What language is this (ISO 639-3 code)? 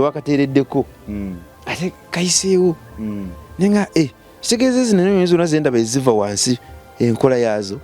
lug